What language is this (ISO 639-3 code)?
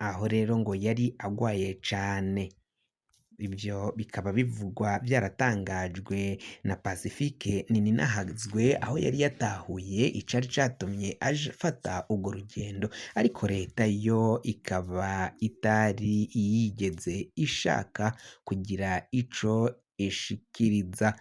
run